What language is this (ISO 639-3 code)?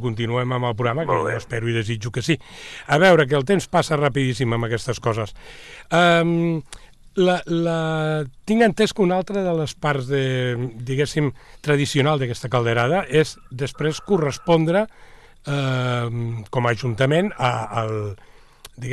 cat